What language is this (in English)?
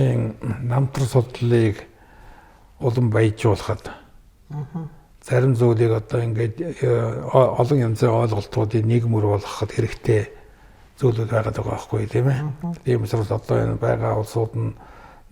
Mongolian